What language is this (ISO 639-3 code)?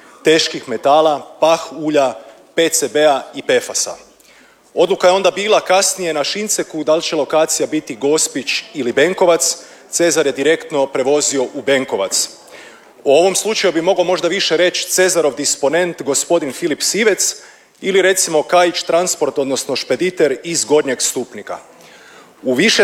hrv